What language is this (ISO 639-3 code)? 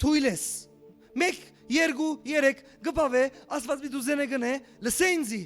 hyw